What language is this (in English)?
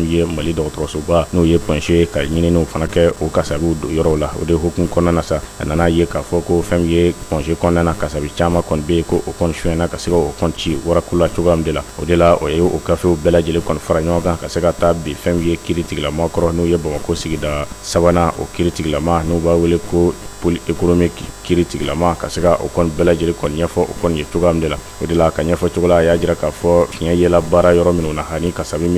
Bambara